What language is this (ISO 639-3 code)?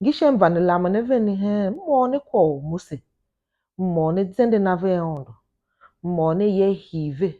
tiv